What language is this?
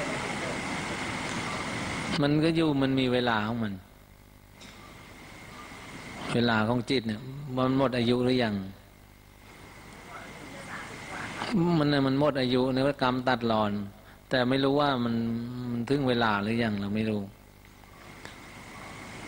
Thai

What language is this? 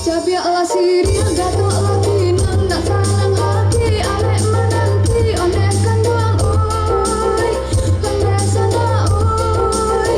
Minangkabau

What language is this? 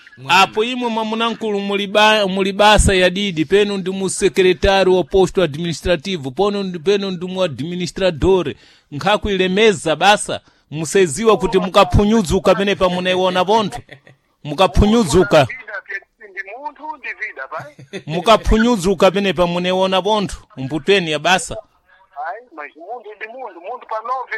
Sena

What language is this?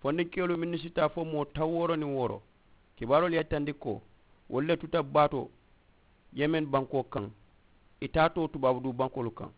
Mandingo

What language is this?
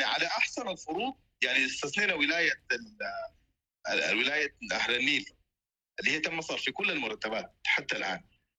Sudanese Arabic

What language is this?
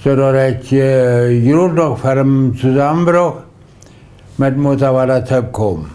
Plautdietsch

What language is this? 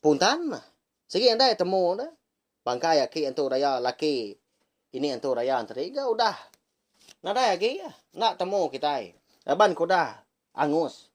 Iban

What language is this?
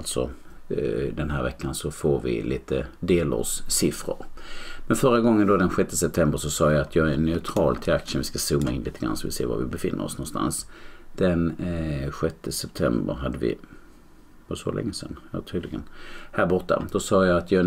Swedish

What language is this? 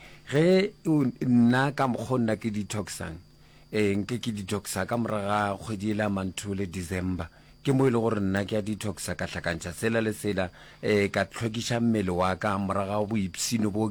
Northern Sotho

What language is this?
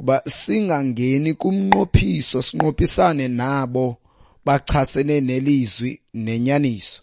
Xhosa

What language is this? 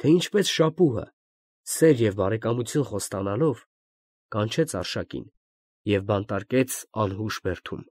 Armenian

